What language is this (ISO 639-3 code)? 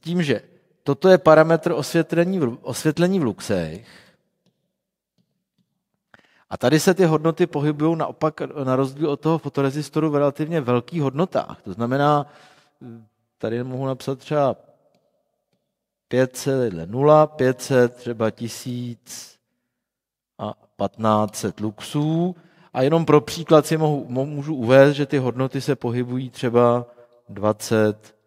ces